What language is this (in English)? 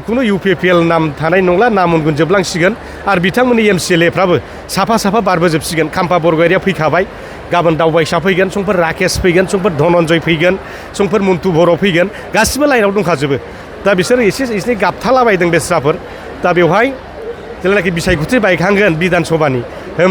Bodo